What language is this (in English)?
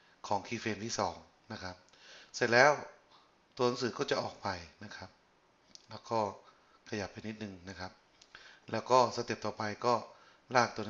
Thai